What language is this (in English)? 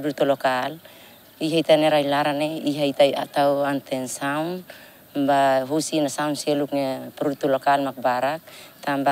Tetum